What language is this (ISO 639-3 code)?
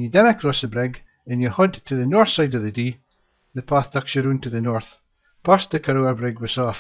sco